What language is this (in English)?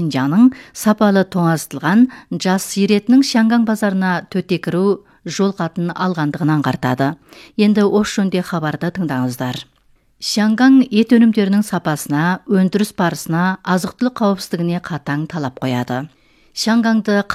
Kazakh